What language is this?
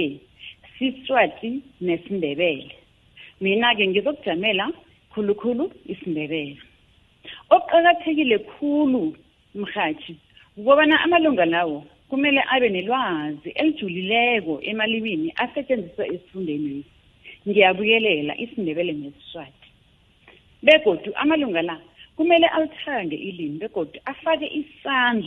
South Ndebele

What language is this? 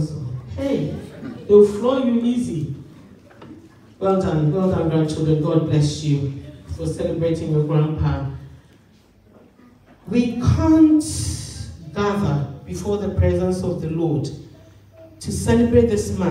English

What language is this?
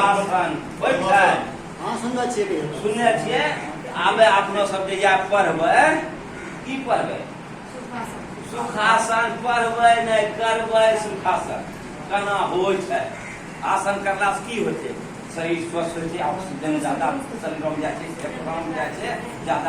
Angika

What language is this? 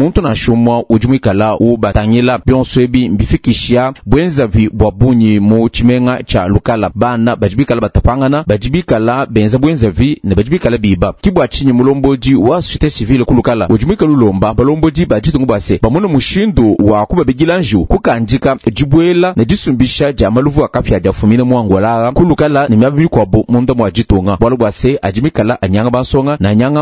Luba-Lulua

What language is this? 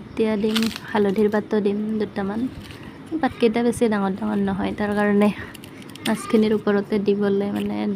Assamese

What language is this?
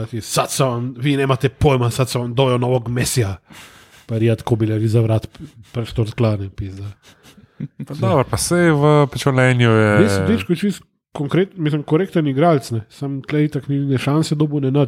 Slovenian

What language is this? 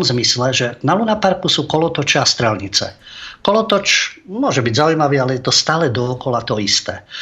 Slovak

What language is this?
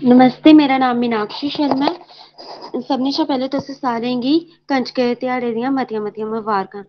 Dogri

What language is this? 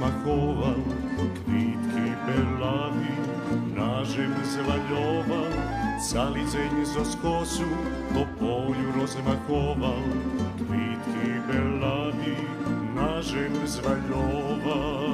Rusyn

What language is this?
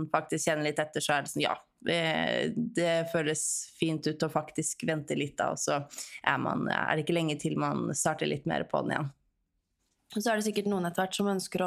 Norwegian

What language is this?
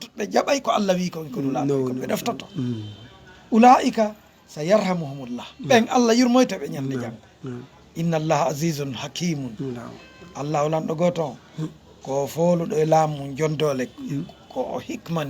Fula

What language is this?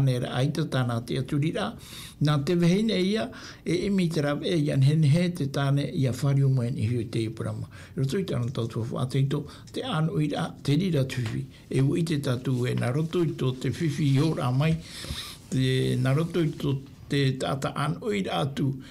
Tahitian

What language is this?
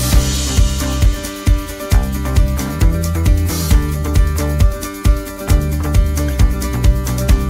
Marathi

